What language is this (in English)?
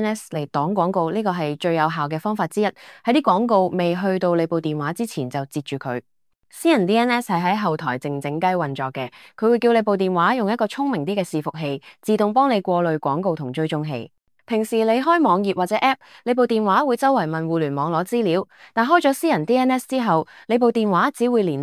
Cantonese